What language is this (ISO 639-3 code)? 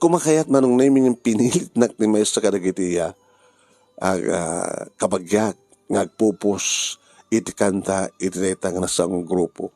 ilo